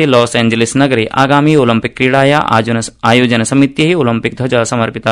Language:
Sanskrit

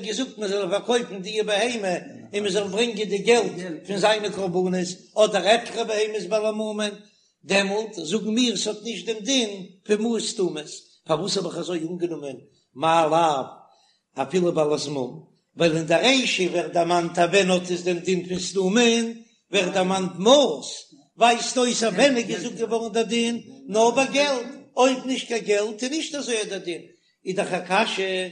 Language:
Yiddish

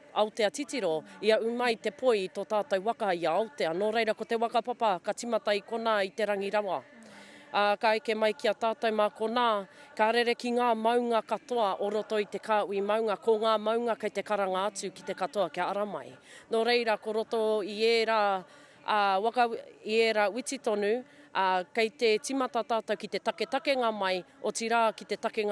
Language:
Māori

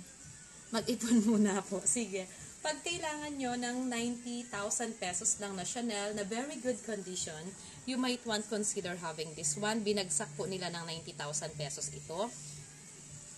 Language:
Filipino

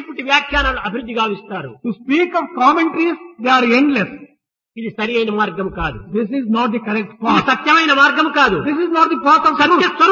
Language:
Telugu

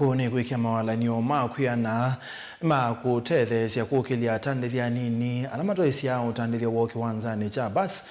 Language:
Kamba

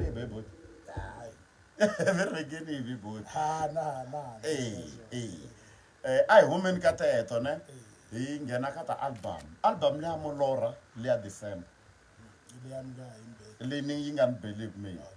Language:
Tsonga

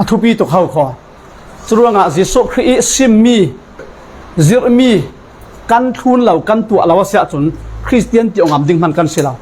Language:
Falam Chin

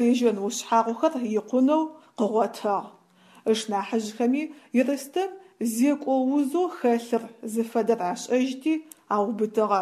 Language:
Adyghe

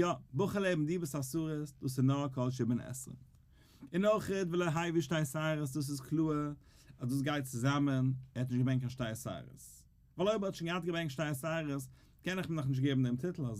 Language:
Yiddish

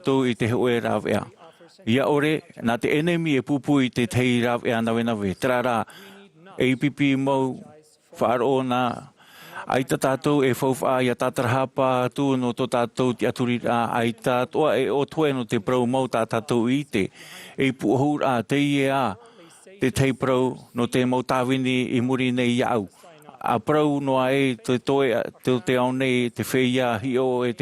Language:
Tahitian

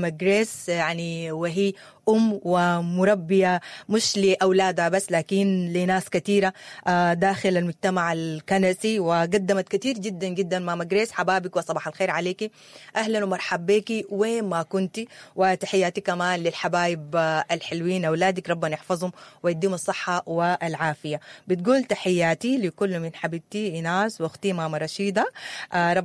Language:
Sudanese Arabic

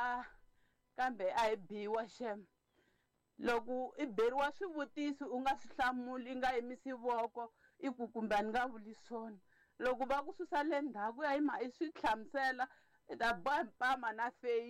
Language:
Tsonga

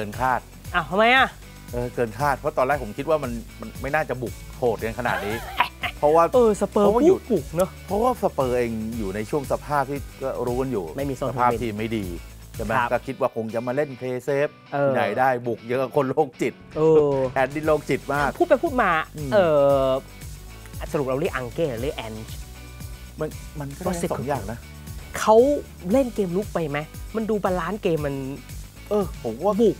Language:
Thai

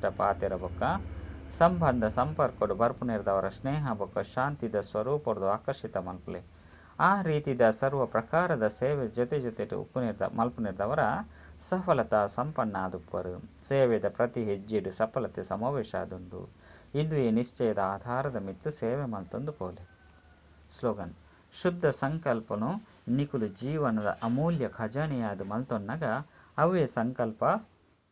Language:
Tulu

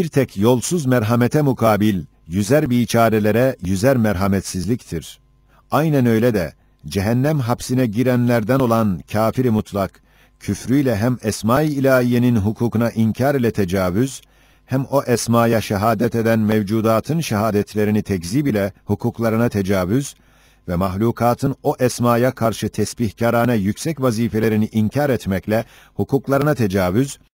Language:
Turkish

